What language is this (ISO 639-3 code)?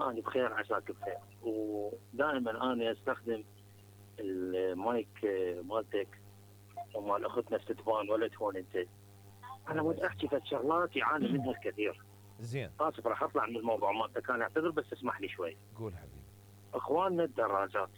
acm